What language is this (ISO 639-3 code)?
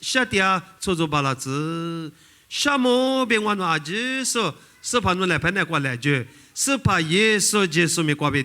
lis